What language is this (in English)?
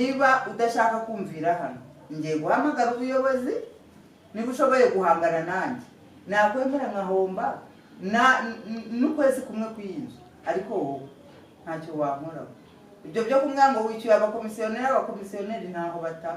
Kinyarwanda